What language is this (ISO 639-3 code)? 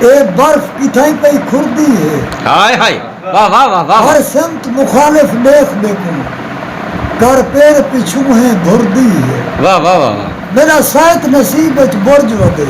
skr